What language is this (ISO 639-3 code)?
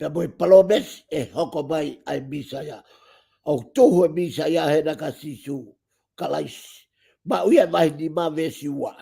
ton